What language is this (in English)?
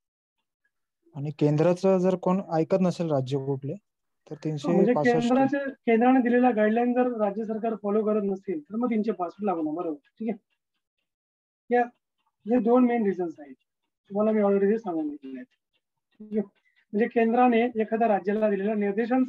Marathi